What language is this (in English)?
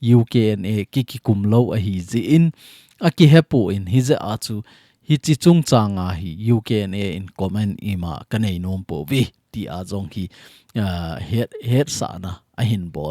Thado Chin